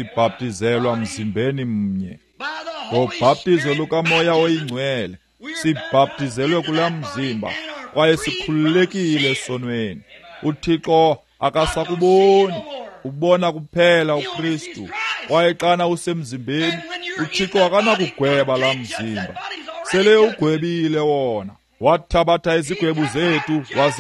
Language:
Xhosa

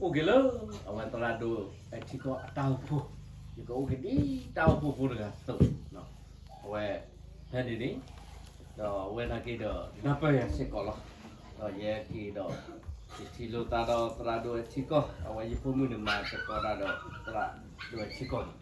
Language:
S'gaw Karen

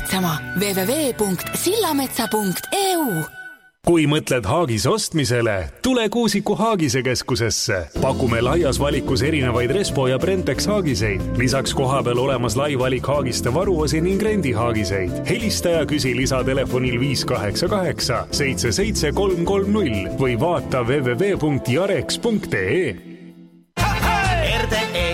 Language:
Estonian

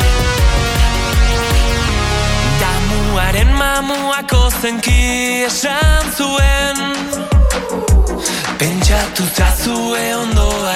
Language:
Basque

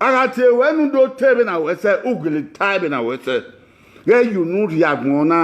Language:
Bini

